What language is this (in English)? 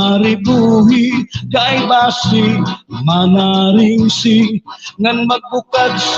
Waray